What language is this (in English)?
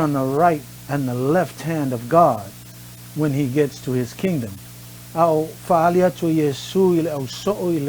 Samoan